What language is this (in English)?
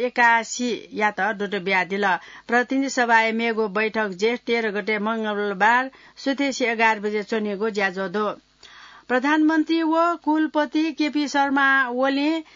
Newari